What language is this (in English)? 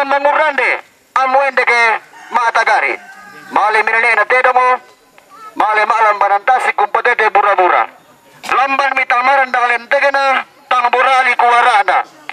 Toraja-Sa'dan